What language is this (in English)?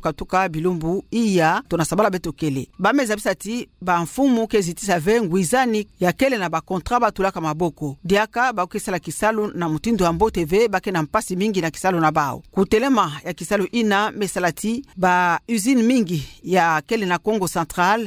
Kituba (Democratic Republic of Congo)